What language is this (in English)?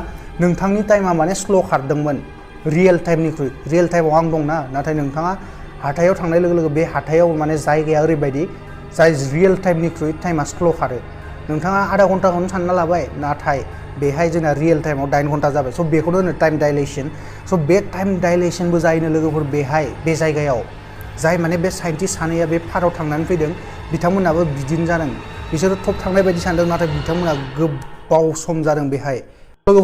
Bodo